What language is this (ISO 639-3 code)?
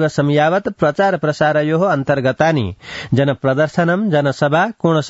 san